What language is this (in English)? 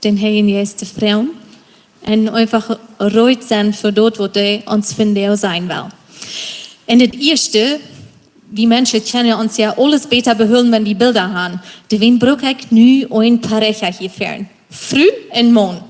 Plautdietsch